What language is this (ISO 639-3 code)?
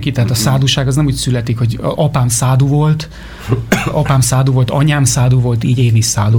hun